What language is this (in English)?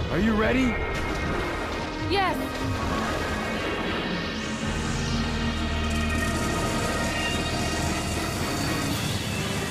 English